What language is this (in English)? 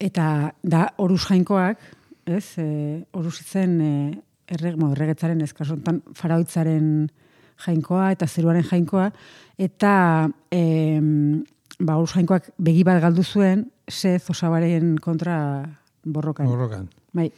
Basque